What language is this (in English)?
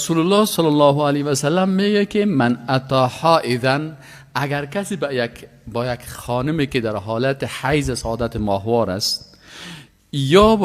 Persian